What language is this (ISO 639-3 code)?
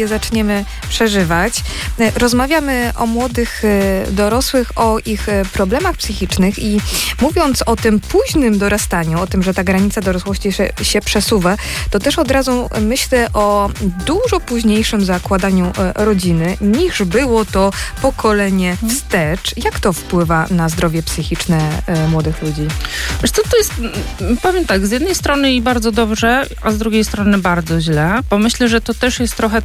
pol